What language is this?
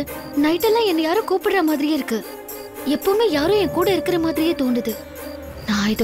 Tamil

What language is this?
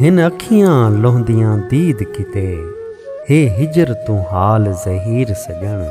Saraiki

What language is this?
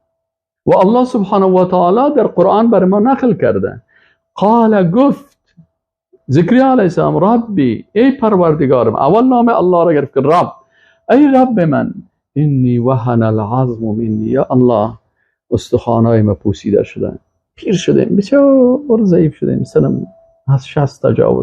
Persian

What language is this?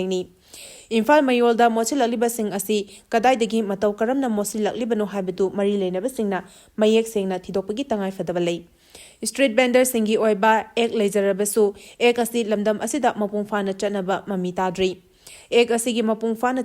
Manipuri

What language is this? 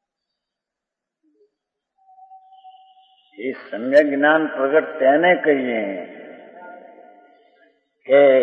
Gujarati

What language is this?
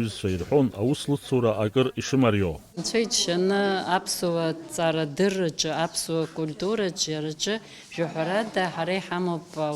Abkhazian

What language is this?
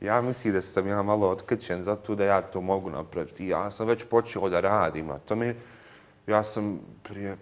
Bosnian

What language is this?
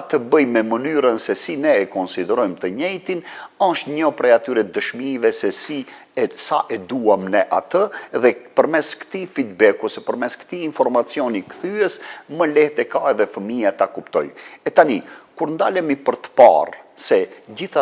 Albanian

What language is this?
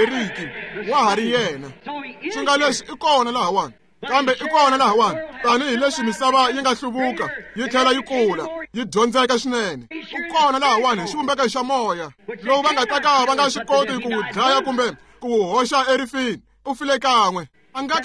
Tsonga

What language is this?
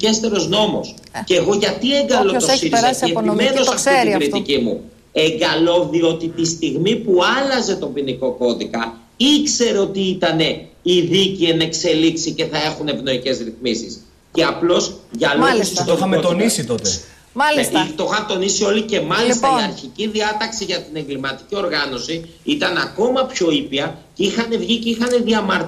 Greek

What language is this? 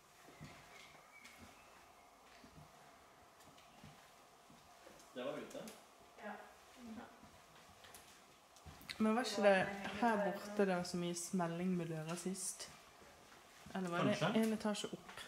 Norwegian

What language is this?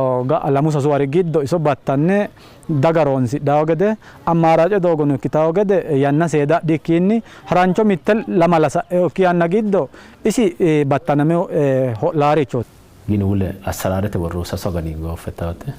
Sidamo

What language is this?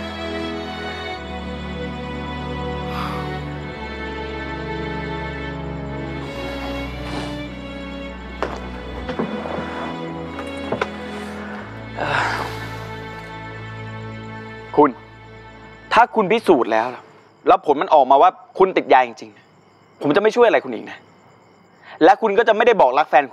Thai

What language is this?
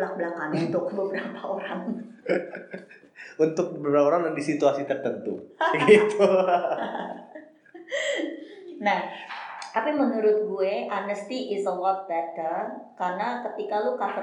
Indonesian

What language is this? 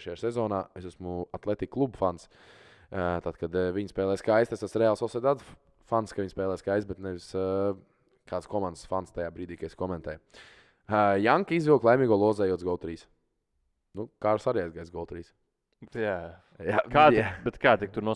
Latvian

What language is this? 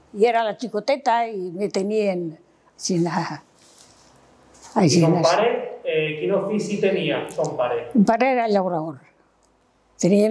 Catalan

